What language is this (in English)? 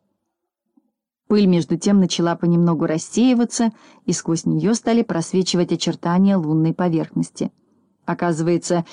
Russian